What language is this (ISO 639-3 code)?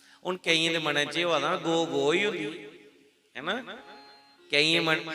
doi